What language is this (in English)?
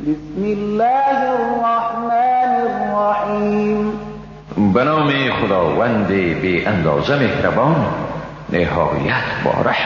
Persian